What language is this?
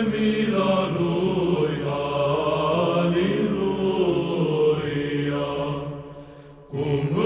Romanian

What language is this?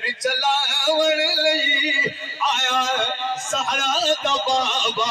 Saraiki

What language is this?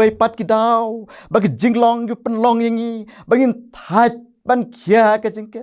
Khasi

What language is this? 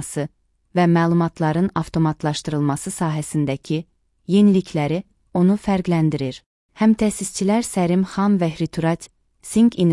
Azerbaijani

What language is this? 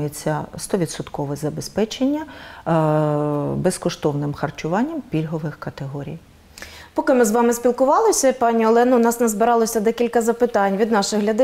Ukrainian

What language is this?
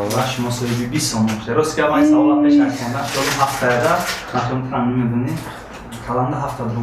Tajik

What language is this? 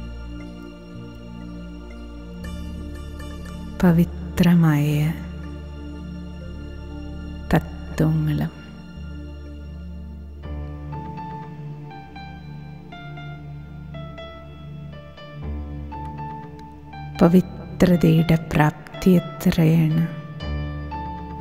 Malayalam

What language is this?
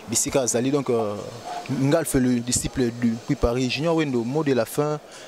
Lingala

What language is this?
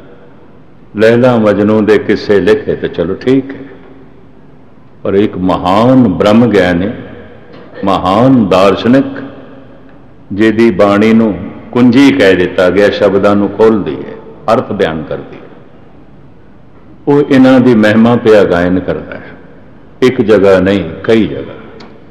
Punjabi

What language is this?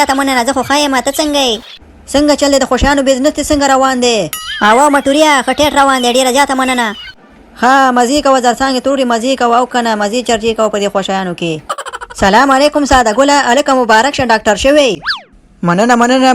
Pashto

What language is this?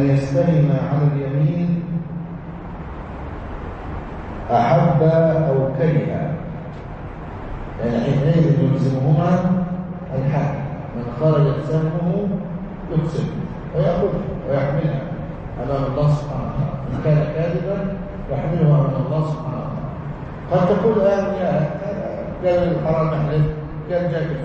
Arabic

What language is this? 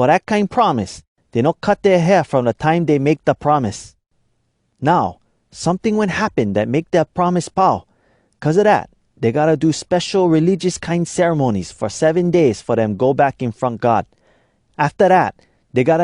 Hawai'i Creole English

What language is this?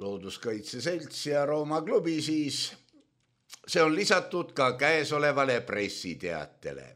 Estonian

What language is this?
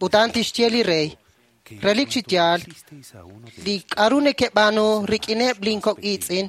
Kekchí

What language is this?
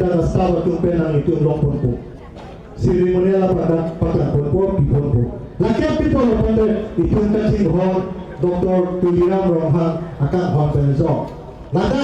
Karbi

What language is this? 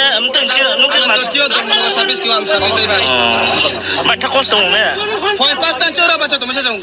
Riang (India)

